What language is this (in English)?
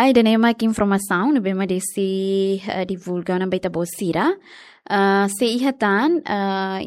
Tetum